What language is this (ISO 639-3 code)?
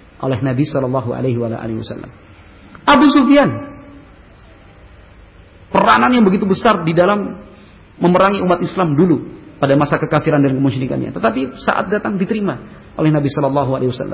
ind